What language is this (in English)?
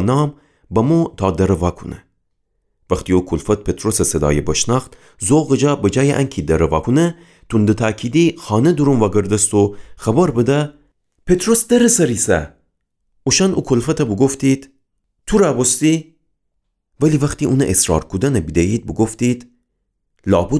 Gilaki